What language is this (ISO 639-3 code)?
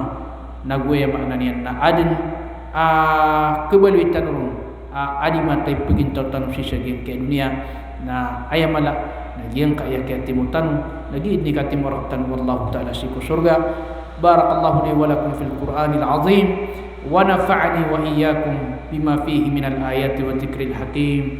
mrw